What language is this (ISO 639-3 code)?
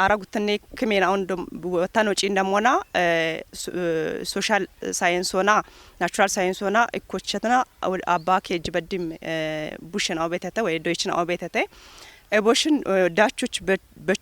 kbr